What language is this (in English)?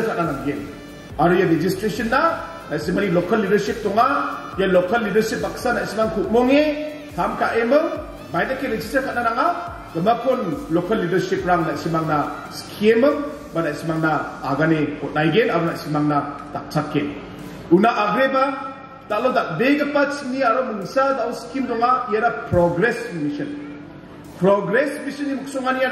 Garo